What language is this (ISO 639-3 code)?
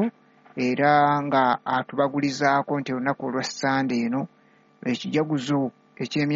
lug